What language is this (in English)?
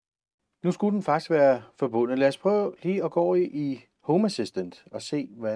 Danish